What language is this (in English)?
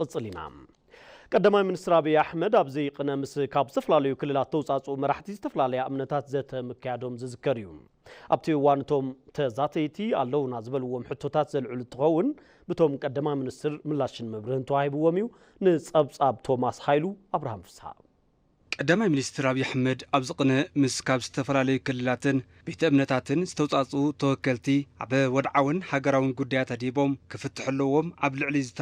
Tigrinya